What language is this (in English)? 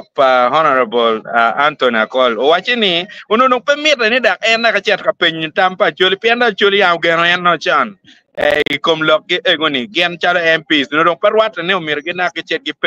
Acoli